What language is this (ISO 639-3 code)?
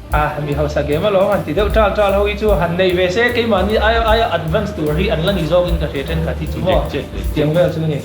lus